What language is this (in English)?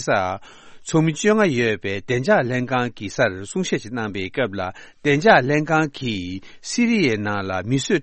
Tibetan